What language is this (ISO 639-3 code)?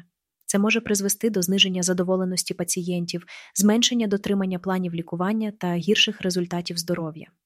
ukr